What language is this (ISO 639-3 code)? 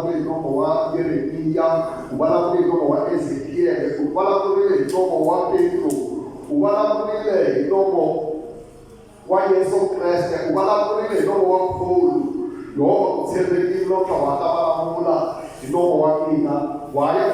tso